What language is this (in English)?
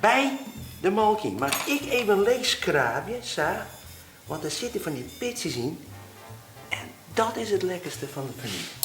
Western Frisian